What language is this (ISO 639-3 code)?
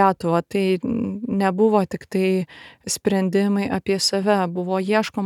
lit